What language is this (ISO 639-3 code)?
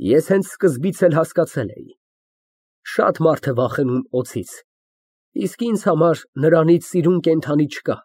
hye